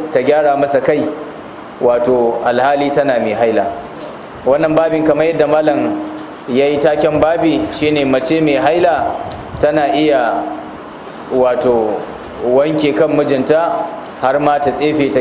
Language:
Hausa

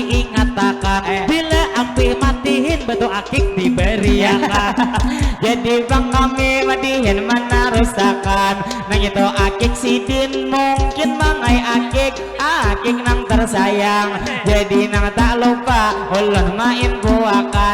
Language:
Banjar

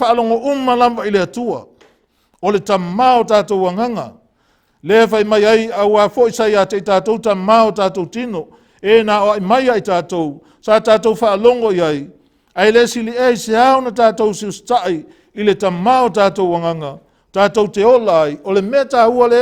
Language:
Samoan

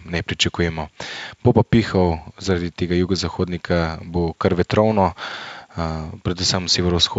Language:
Slovenian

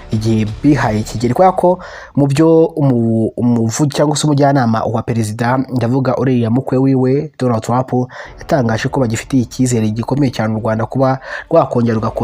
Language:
Kinyarwanda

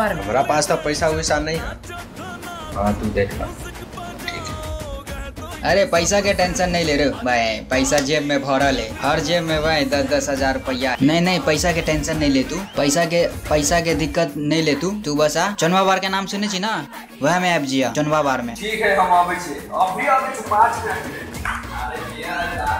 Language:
Maithili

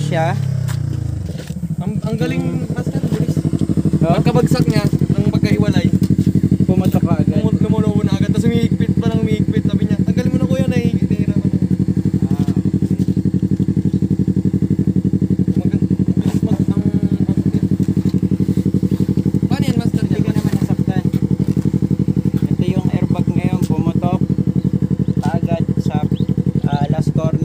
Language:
Filipino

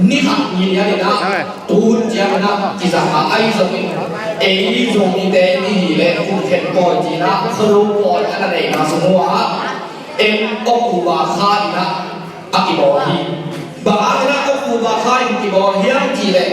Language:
Tedim Chin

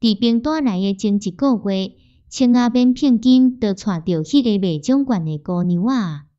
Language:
Min Nan Chinese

